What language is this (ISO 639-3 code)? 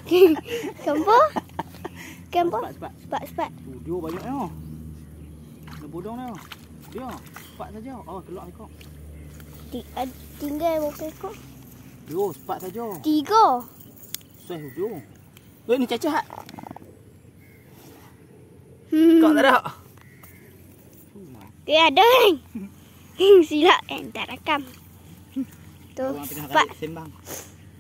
msa